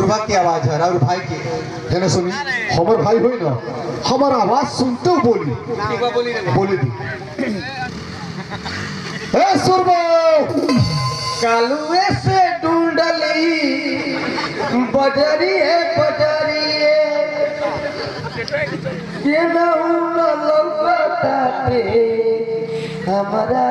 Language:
Bhojpuri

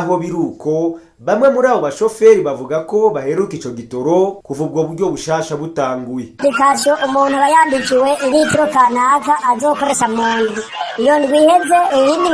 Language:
Rundi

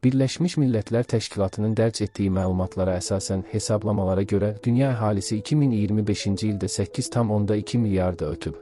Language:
Azerbaijani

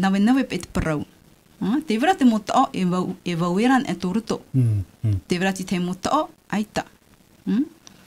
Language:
Tahitian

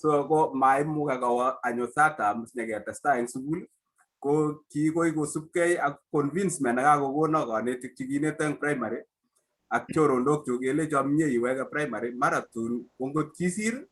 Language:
Kalenjin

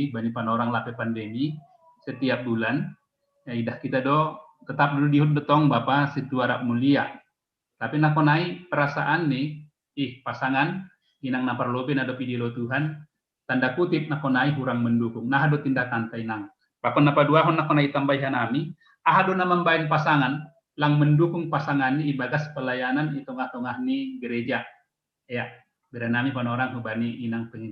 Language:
Batak Simalungun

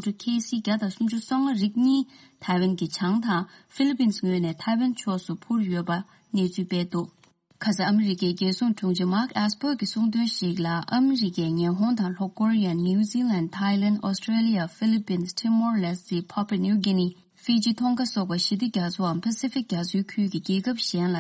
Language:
Tibetan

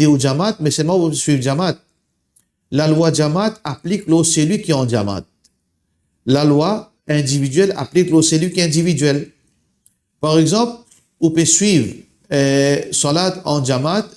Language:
Morisyen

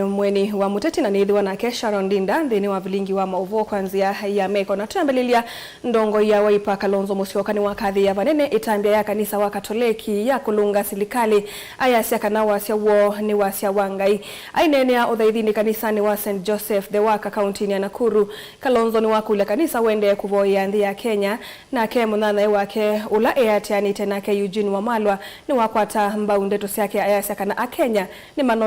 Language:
Kamba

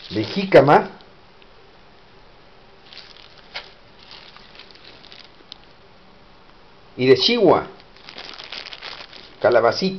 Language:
Spanish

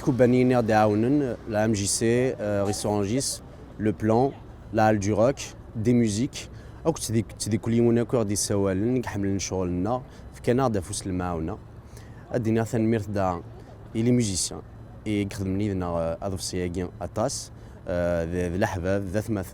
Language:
Kabyle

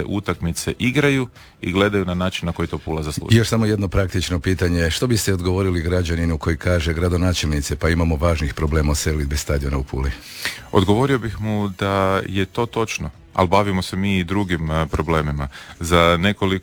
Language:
Croatian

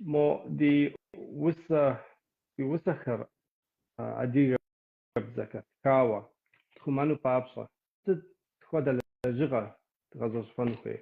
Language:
Kabardian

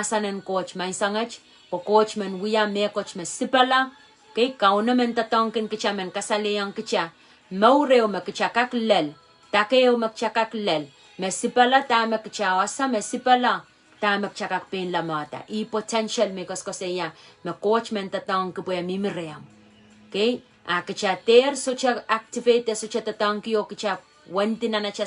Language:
Pohnpeian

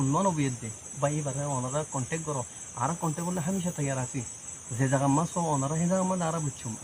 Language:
Rohingya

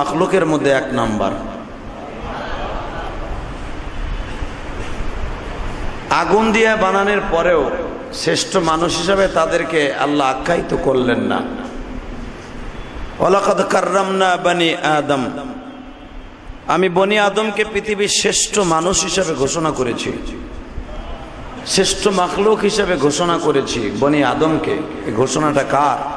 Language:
Bangla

